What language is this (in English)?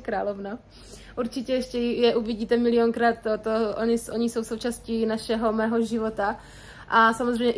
Czech